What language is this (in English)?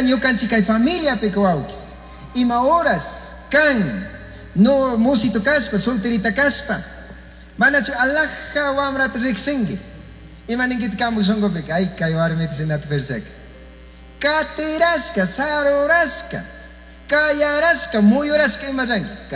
Chimborazo Highland Quichua